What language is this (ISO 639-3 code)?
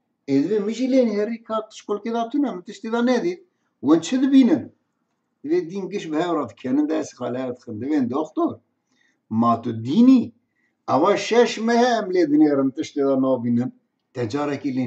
kur